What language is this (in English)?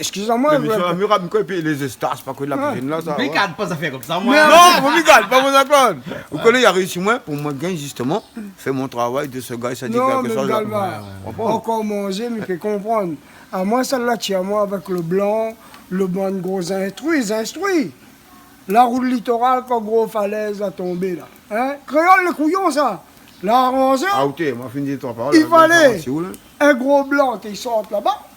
Réunion Creole French